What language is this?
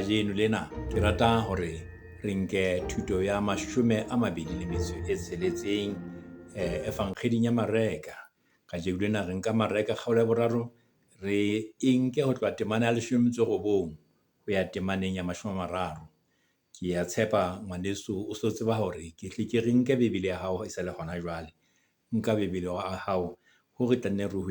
Southern Sotho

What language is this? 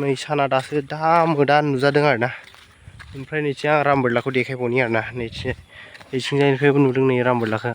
Bodo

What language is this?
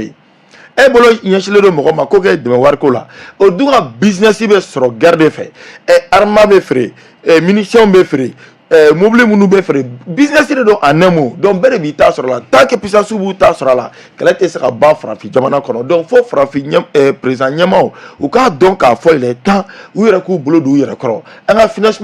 Bambara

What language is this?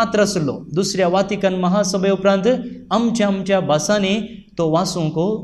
Konkani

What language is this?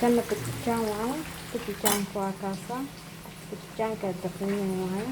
Somali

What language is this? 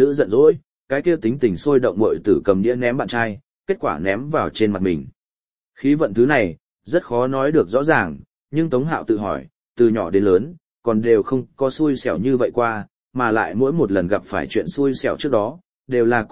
Vietnamese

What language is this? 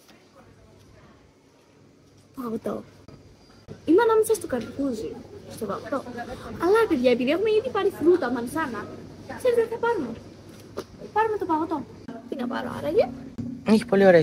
Greek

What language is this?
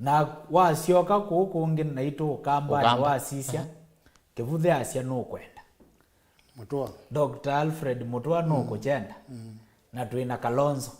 Kamba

